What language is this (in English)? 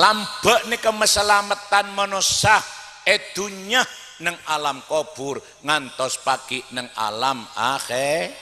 Madurese